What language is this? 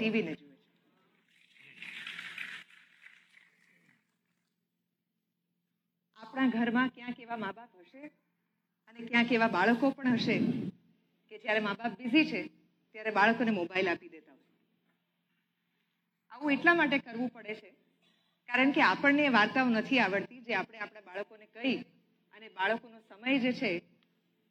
Gujarati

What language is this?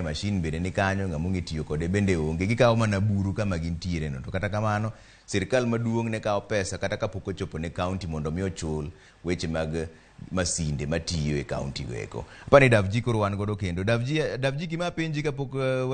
Luo (Kenya and Tanzania)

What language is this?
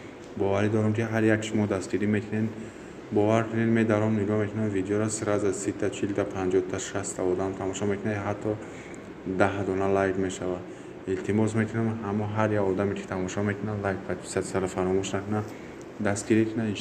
Tajik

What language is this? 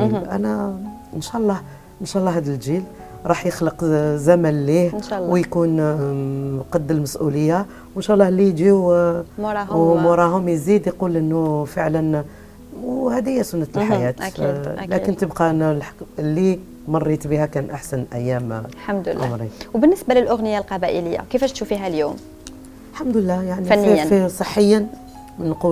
Algerian Arabic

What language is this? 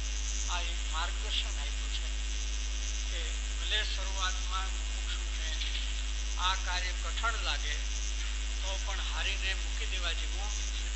Gujarati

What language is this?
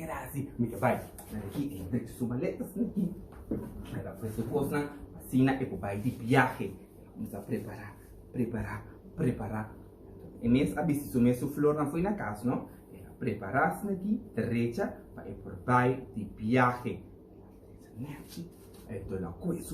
Papiamento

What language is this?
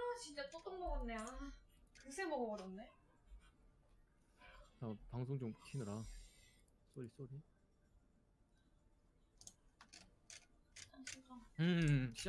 Korean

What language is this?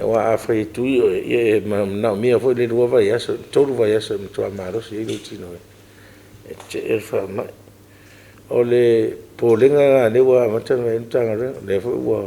Samoan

